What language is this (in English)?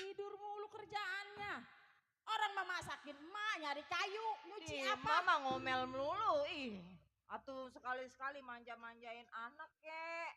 Betawi